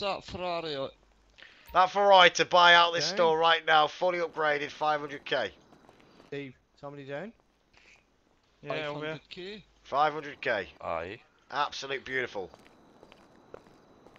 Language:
English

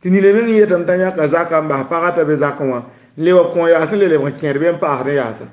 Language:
Mossi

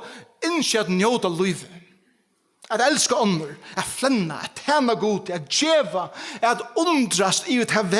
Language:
Faroese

